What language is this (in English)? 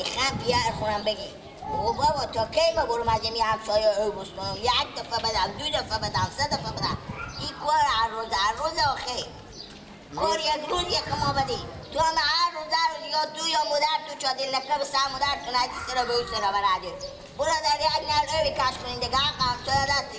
Persian